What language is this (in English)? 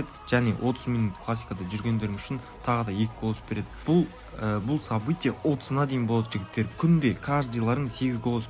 Kara-Kalpak